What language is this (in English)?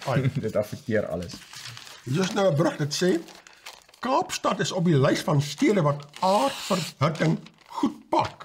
Afrikaans